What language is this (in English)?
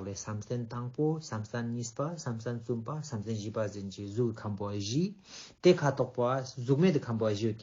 Ladakhi